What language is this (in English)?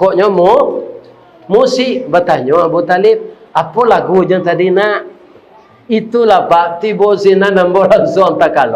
Minangkabau